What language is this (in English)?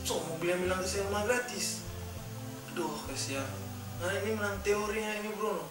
Manado Malay